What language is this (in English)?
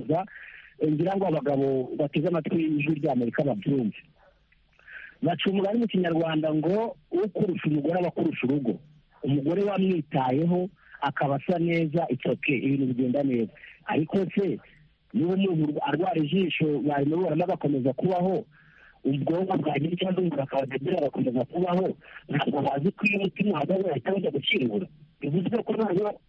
Kinyarwanda